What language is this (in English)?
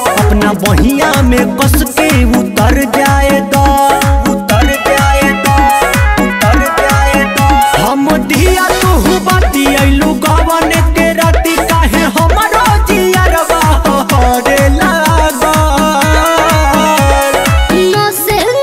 Bhojpuri